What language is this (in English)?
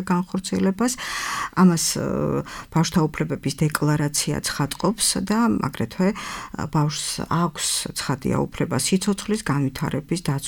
Georgian